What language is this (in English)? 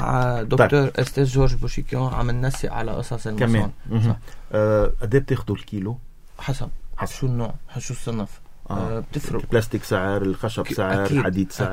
North Levantine Arabic